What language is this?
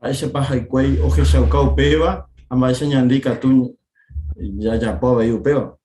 Guarani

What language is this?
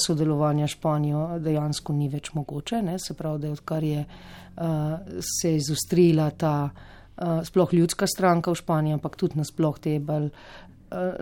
Slovenian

